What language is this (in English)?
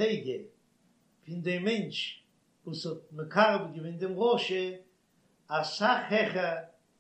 Yiddish